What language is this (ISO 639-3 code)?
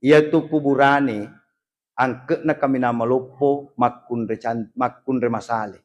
bug